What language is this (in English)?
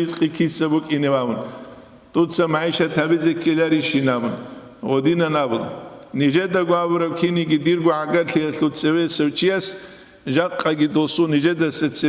Avaric